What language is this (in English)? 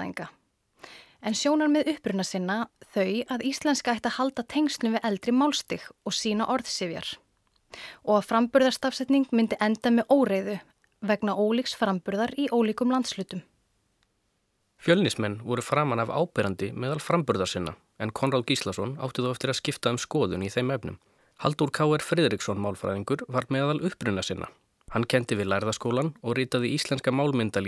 Icelandic